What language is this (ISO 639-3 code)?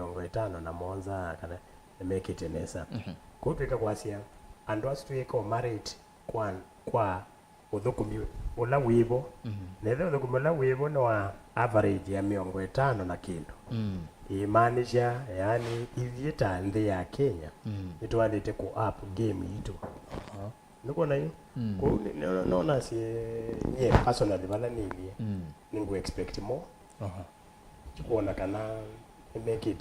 kam